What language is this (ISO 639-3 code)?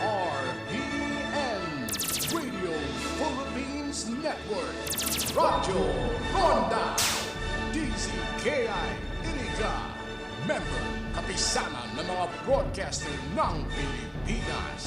bik